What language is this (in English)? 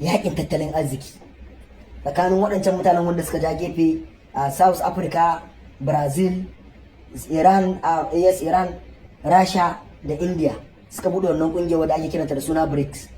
Hausa